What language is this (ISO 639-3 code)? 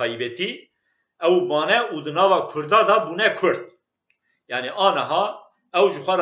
kur